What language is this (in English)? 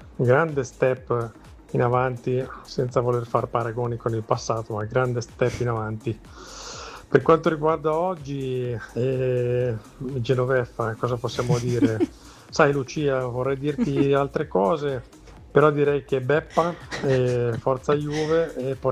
Italian